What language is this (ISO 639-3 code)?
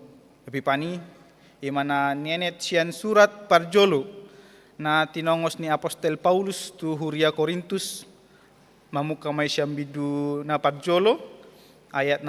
bbc